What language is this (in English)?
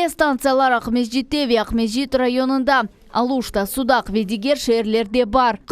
Crimean Tatar